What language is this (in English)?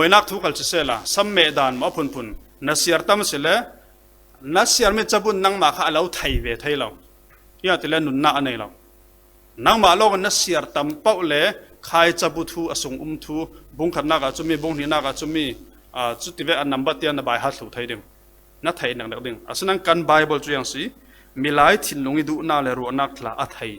Falam Chin